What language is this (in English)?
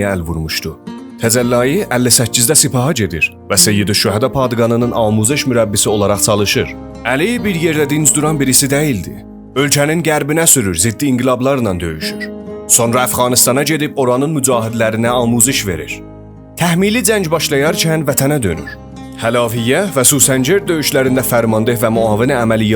South Azerbaijani